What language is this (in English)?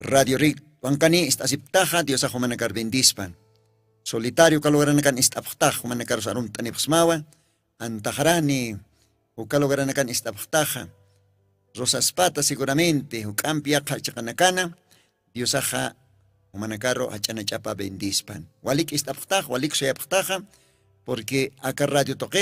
Aymara